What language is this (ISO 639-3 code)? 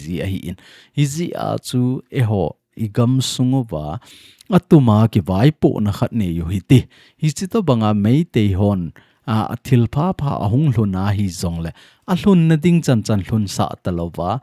tcz